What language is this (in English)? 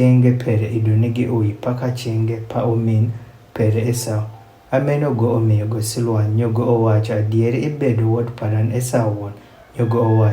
Adhola